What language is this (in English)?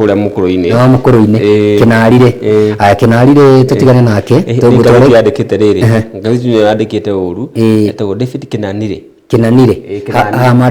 Kikuyu